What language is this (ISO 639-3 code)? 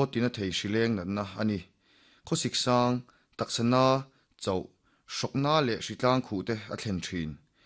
lus